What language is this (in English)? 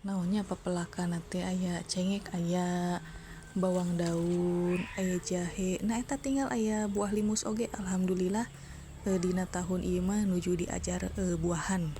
Sundanese